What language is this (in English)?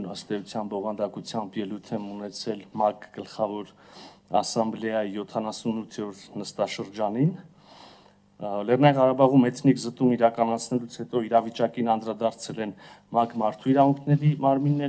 Armenian